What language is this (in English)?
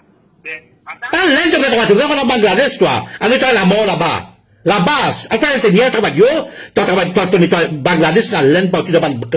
Morisyen